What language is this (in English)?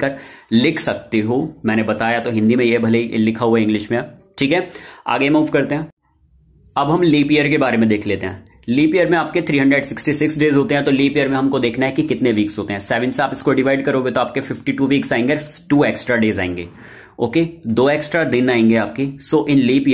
Hindi